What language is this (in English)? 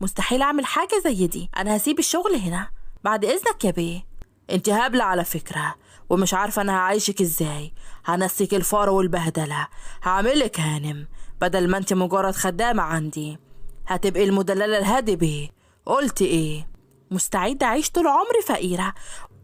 Egyptian Arabic